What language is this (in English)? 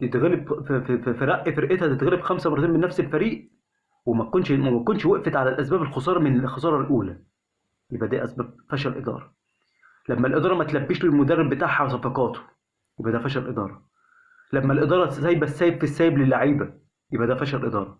Egyptian Arabic